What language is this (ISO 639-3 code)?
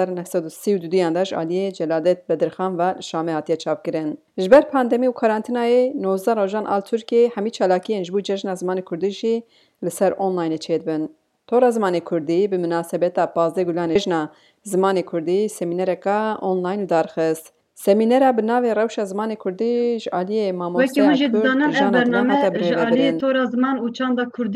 kur